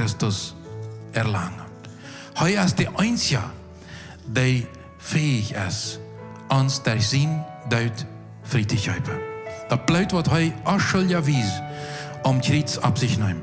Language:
Plautdietsch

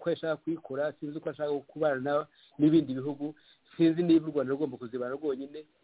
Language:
Kinyarwanda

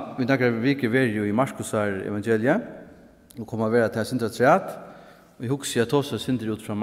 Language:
Faroese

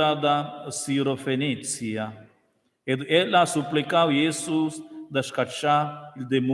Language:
Romansh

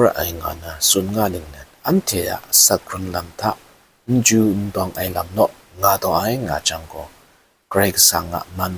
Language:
Kachin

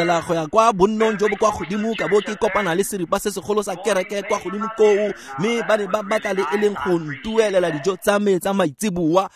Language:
Tswana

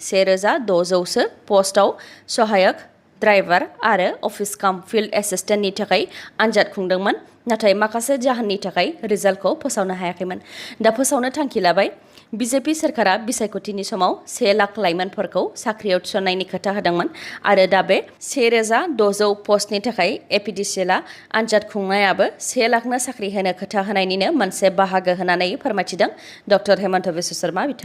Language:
Bodo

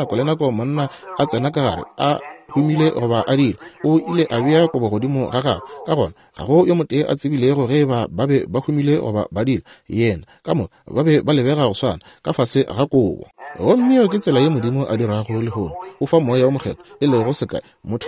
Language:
Northern Sotho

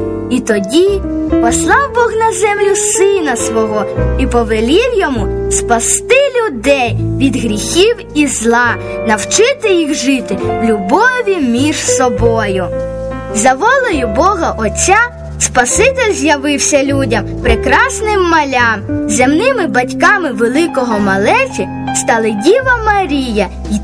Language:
Ukrainian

